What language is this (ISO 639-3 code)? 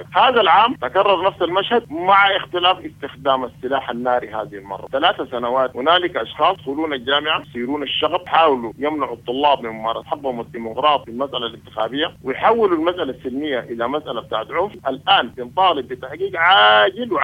apd